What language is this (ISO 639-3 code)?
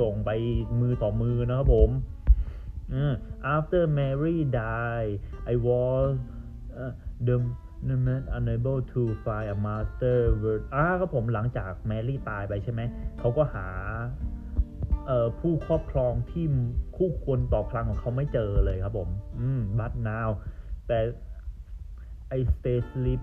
tha